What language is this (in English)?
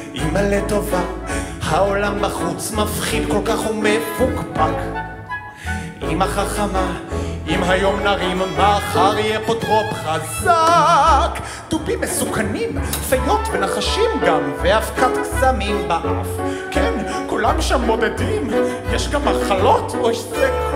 Hebrew